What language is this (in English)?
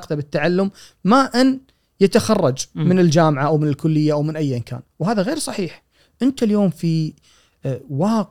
Gulf Arabic